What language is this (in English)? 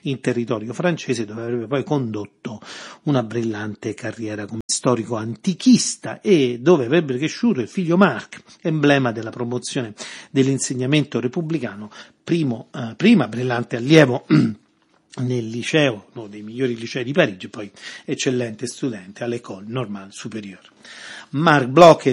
Italian